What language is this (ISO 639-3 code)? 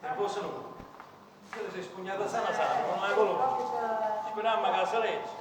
nap